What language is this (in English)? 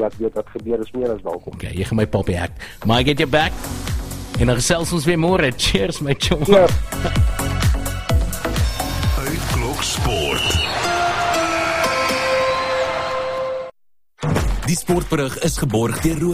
Afrikaans